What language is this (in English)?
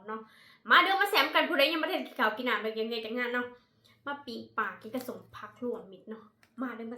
Northeastern Thai